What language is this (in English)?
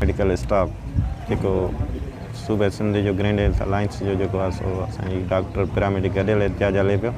Sindhi